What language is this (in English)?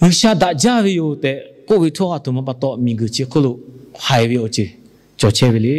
Lahu